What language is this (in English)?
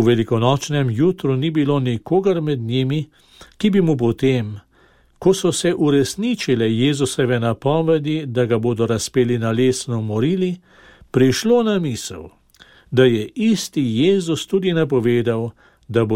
Slovenian